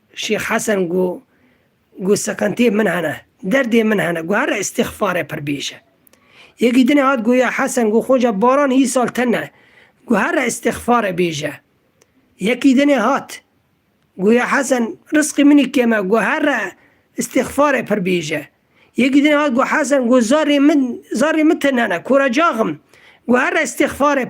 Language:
Kurdish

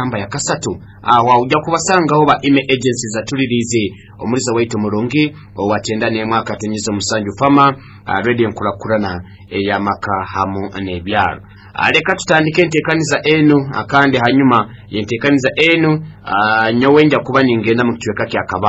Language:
Nyoro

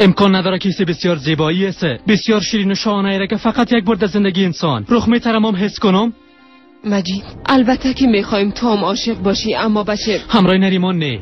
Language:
Persian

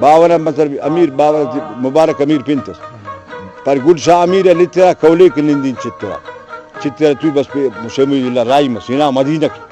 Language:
Brahui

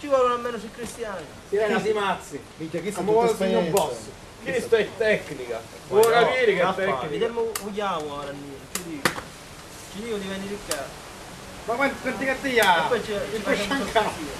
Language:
Sicilian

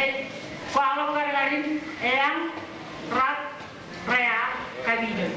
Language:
Marshallese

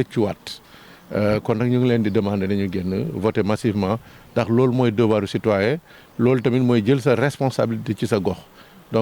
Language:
Wolof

